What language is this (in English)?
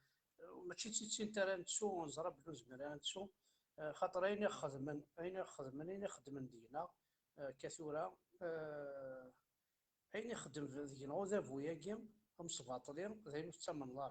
Kabyle